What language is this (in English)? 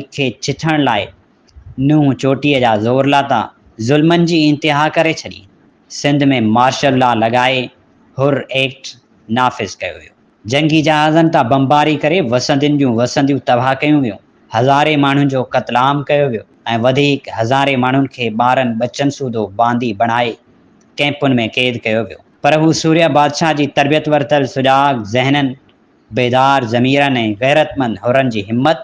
Sindhi